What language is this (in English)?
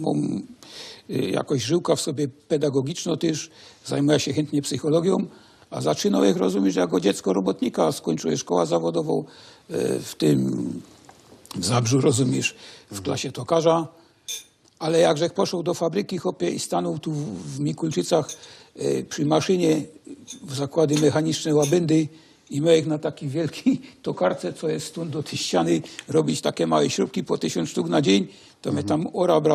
Silesian